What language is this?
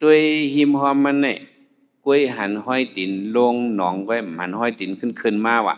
Shan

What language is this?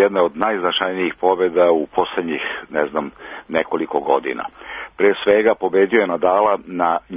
Serbian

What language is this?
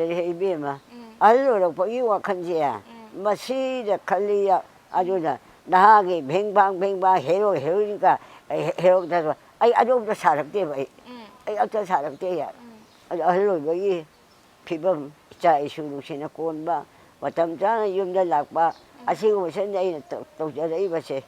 Manipuri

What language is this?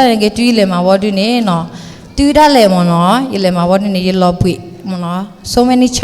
S'gaw Karen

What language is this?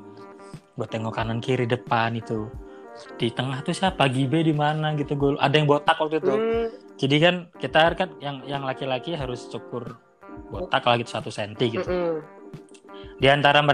Indonesian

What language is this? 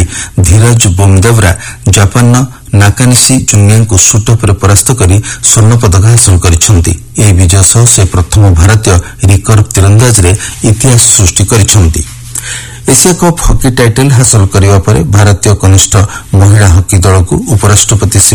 Odia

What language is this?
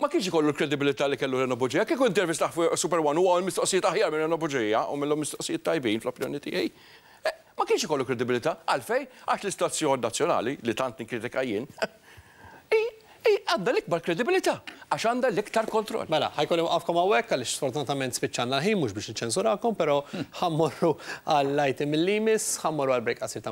Maltese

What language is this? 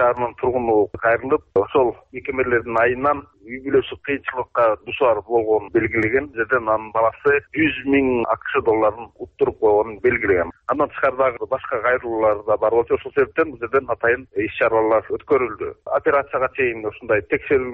Kyrgyz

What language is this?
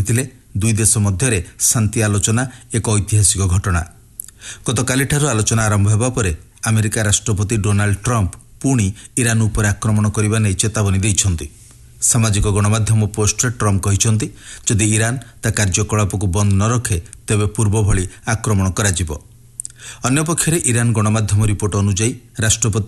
Odia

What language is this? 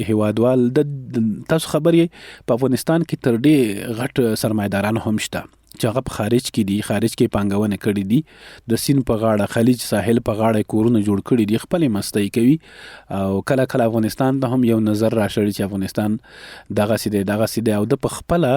Pashto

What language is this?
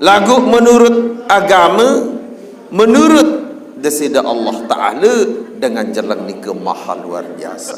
Sasak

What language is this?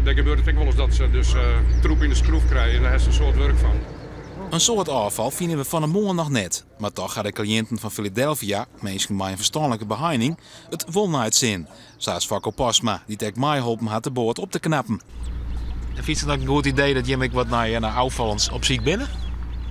Western Frisian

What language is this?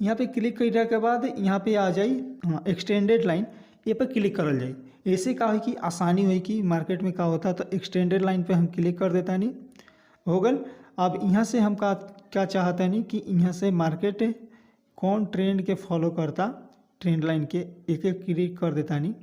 Bhojpuri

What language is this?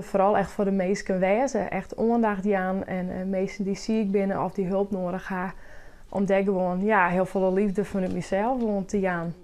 Western Frisian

